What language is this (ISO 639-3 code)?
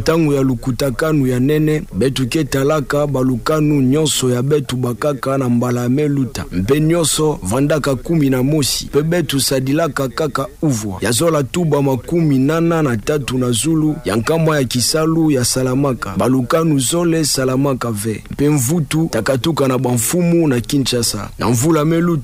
ktu